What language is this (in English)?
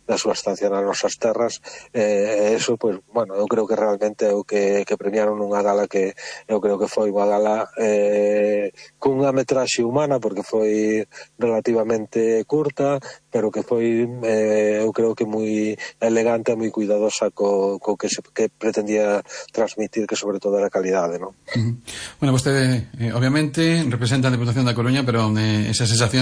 Galician